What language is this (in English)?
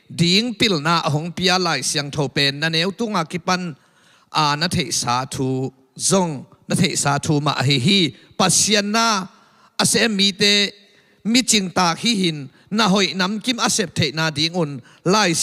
Tedim Chin